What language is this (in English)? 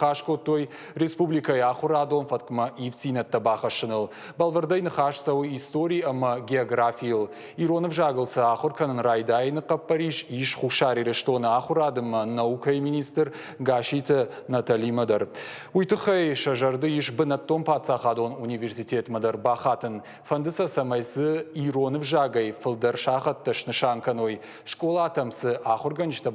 Ossetic